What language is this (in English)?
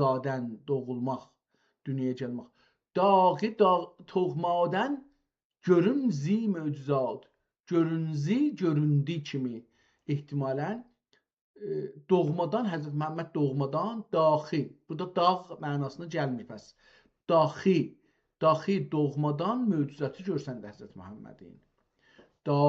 South Azerbaijani